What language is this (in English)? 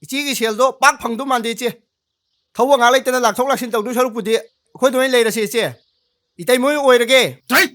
Manipuri